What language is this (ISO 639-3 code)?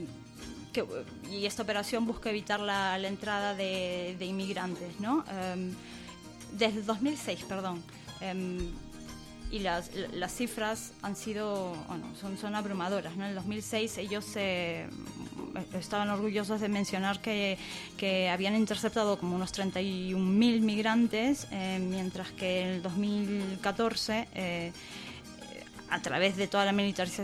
spa